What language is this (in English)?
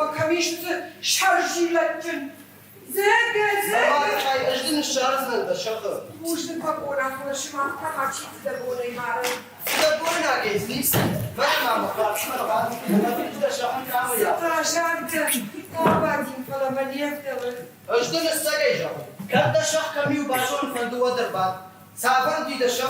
Ossetic